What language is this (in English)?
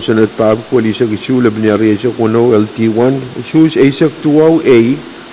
Pohnpeian